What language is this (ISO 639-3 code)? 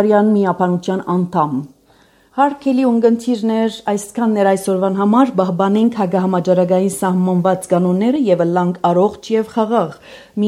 hye